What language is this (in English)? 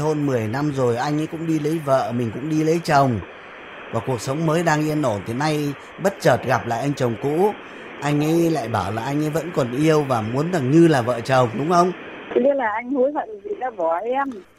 Vietnamese